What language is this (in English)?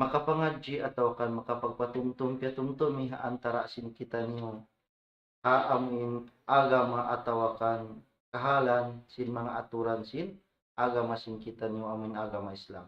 Tausug